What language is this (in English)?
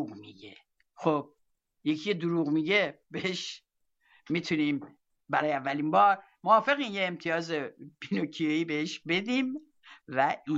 Persian